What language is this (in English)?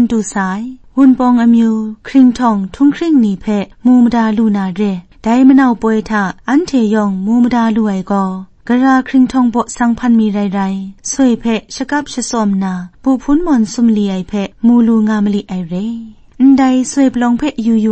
Kachin